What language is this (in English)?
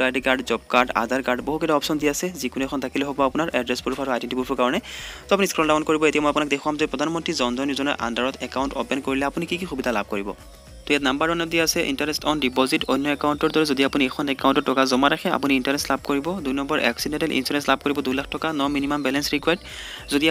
Assamese